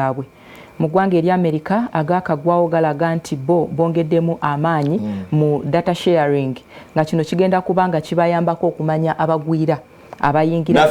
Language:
Ganda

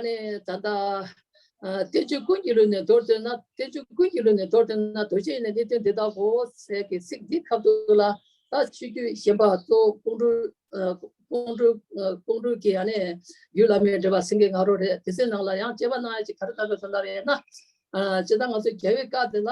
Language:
Tibetan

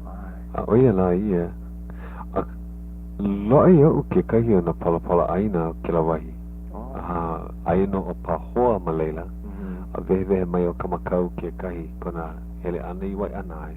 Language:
Hawaiian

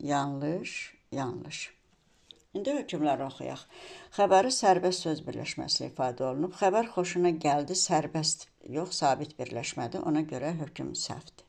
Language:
Azerbaijani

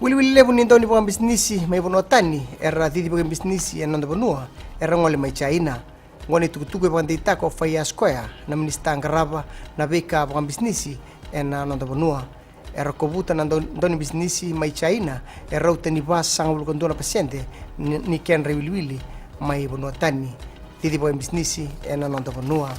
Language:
Fijian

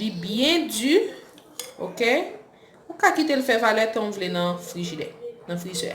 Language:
Haitian Creole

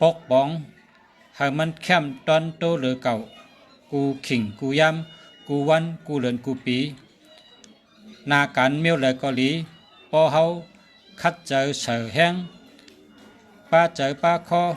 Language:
Shan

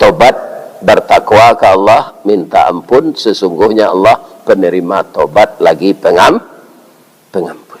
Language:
Minangkabau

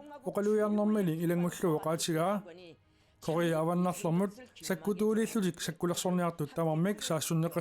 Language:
Kalaallisut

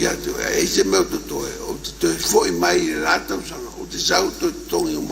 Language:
Samoan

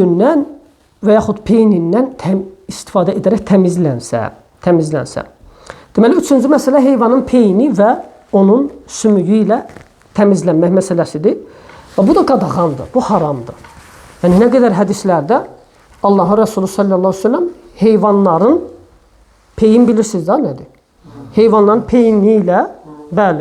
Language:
Azerbaijani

